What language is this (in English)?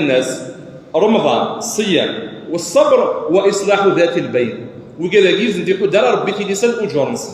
Kabyle